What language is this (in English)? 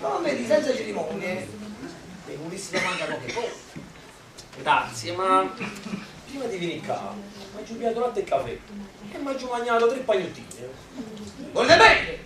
Neapolitan